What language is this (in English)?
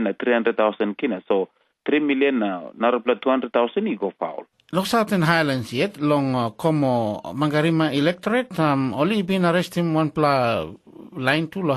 Tok Pisin